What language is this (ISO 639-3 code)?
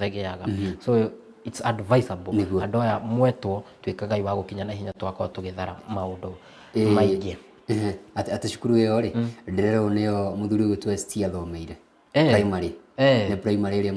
kik